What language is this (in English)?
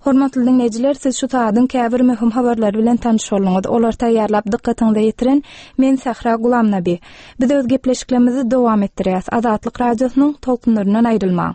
Turkmen